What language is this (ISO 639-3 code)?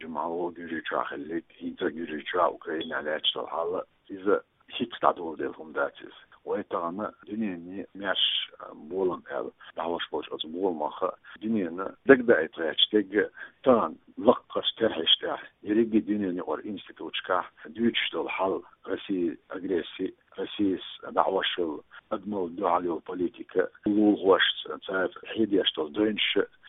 che